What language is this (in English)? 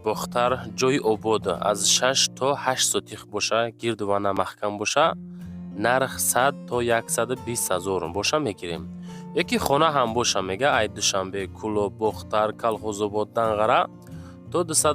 Tajik